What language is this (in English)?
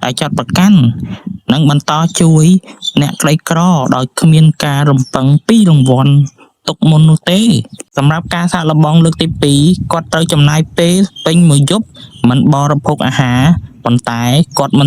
Khmer